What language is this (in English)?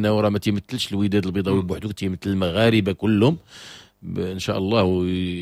Moroccan Arabic